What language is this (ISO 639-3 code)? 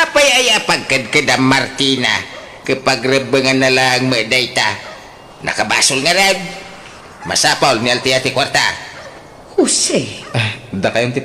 ilo